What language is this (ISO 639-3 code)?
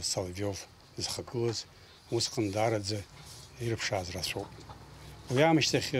abk